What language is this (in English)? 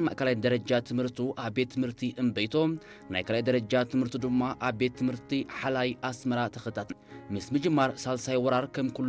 Tigrinya